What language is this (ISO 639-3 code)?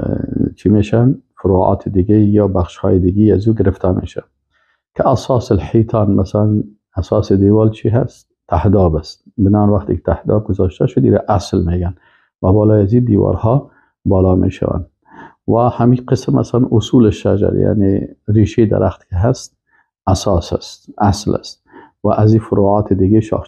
fas